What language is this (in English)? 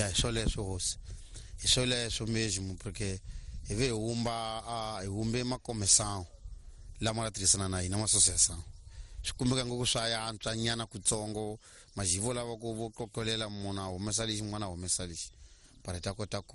Tsonga